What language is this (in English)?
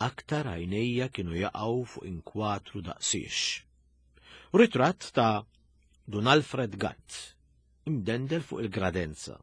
Maltese